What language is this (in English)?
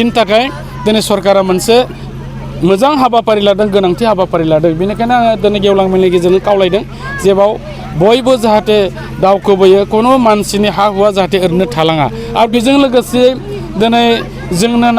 Bodo